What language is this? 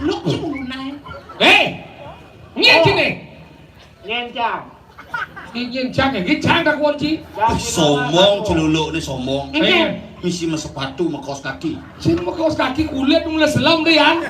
Balinese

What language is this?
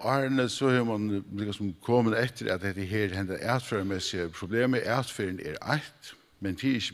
Faroese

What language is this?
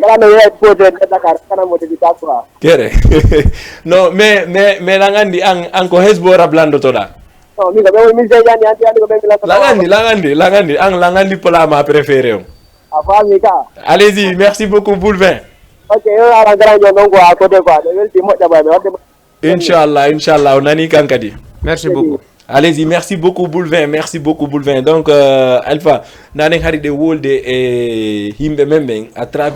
Fula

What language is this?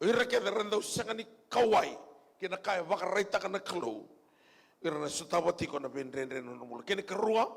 Fijian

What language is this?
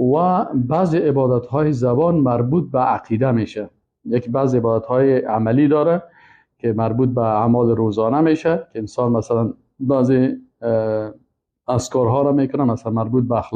Persian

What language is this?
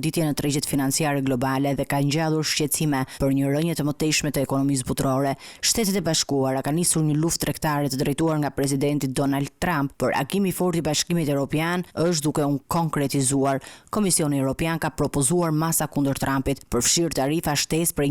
Albanian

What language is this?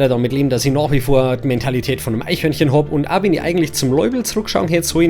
Bavarian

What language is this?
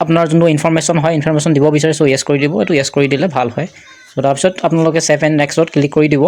Assamese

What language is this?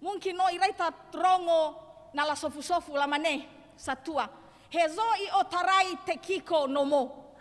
Nias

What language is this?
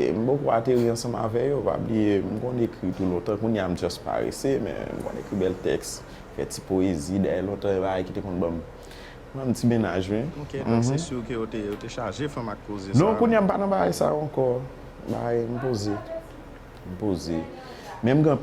Haitian Creole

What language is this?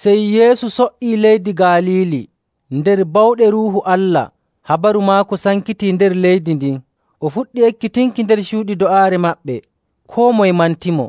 Nigerian Fulfulde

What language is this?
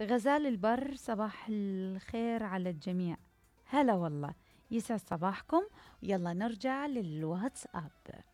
Mesopotamian Arabic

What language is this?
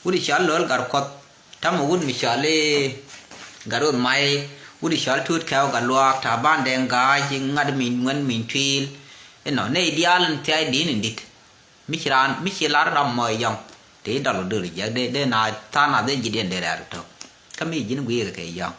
Nuer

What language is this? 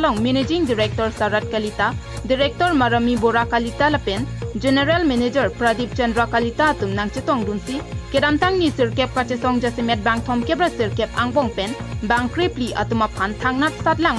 Karbi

